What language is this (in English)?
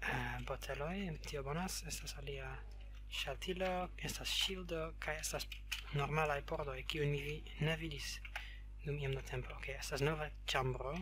Esperanto